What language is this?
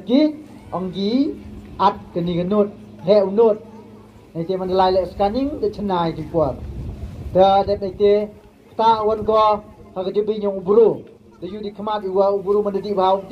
Pnar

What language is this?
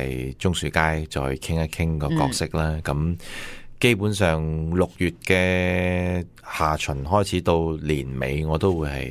Cantonese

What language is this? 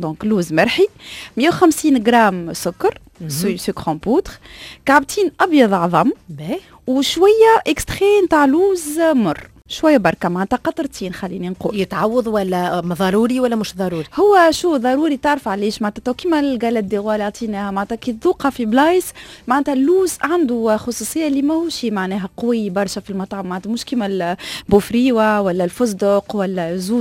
Tunisian Arabic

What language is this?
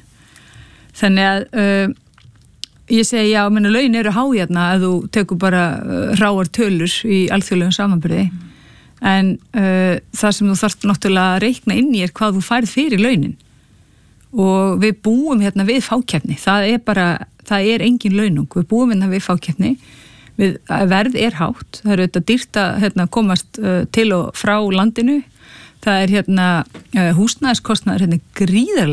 Icelandic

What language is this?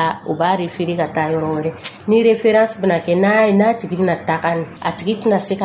Dyula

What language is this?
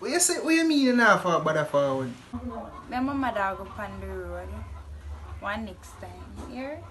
Jamaican Creole English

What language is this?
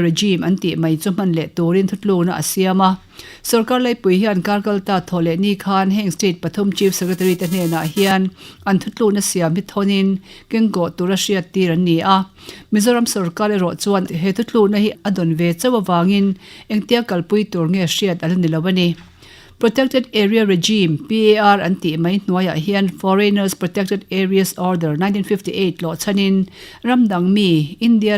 Mizo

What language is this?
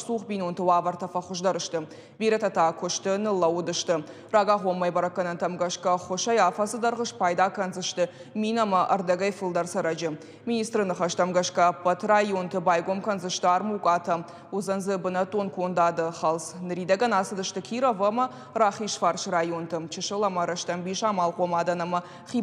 Ossetic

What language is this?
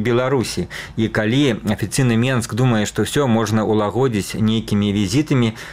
Belarusian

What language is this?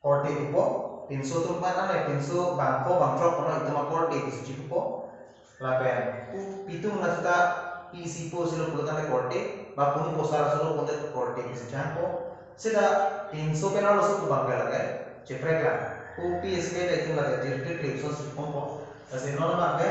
Karbi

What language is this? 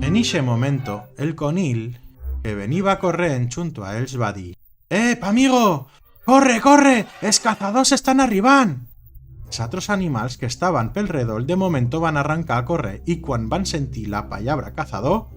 Aragonese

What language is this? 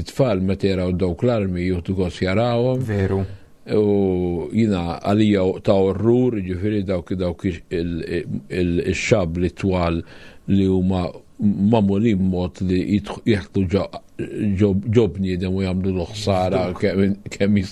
Maltese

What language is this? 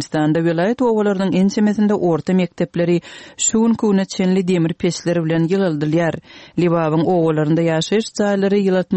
Turkmen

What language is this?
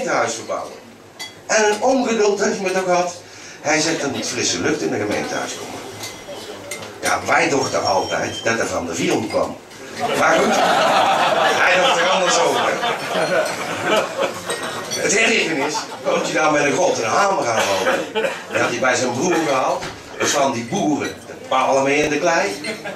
Dutch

